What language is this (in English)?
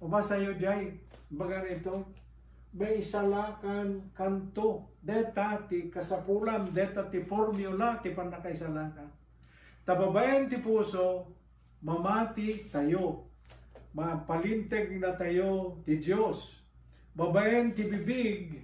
Iloko